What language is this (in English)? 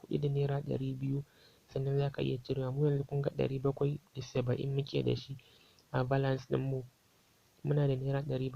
Hausa